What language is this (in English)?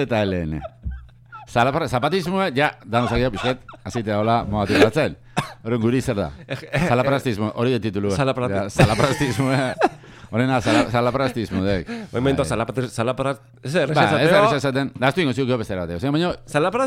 Basque